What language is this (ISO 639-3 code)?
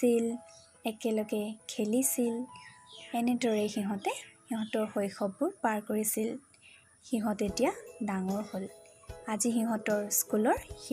asm